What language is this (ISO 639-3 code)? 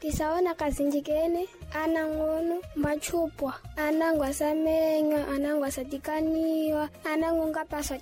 seh